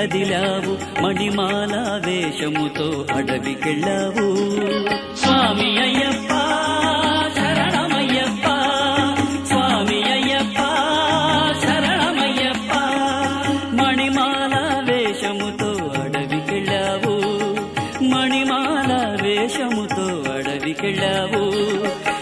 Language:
Telugu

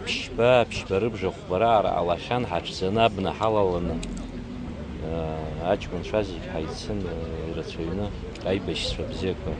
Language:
Abkhazian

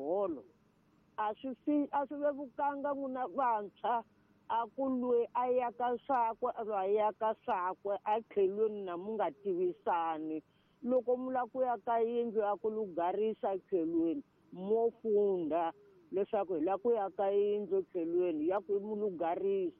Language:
Tsonga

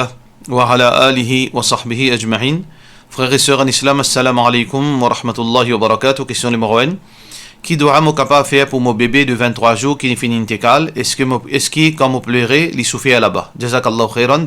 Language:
Morisyen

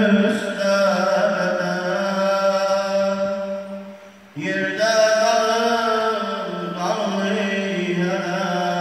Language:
Turkish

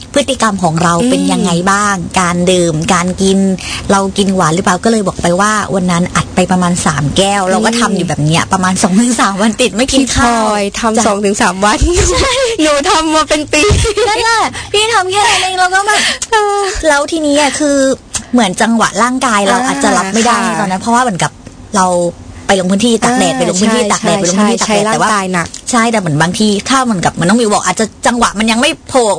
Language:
Thai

